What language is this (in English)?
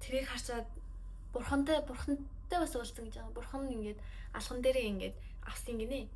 Mongolian